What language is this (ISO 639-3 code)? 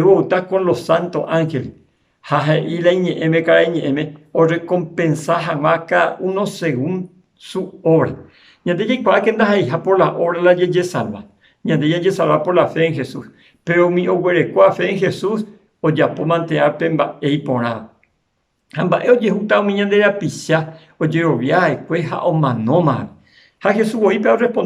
grn